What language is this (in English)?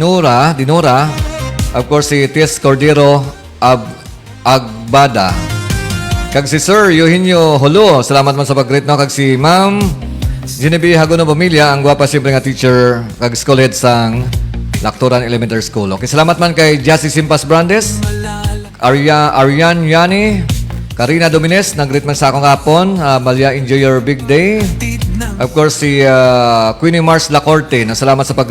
Hiligaynon